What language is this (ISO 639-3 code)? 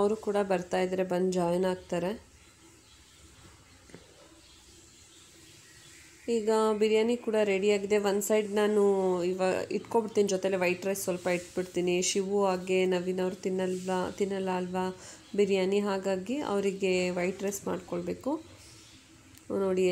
kan